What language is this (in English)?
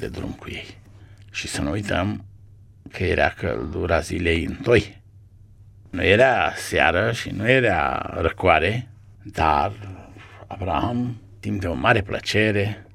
Romanian